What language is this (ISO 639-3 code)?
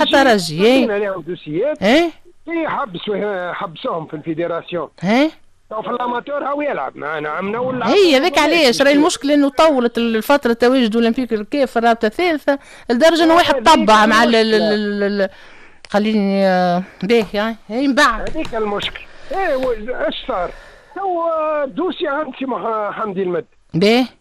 aeb